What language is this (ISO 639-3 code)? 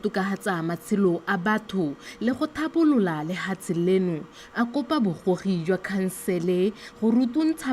tsn